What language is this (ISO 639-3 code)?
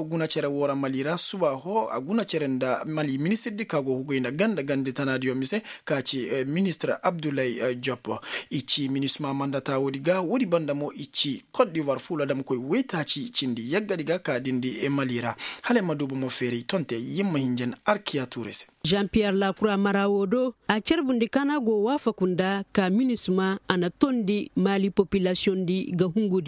ses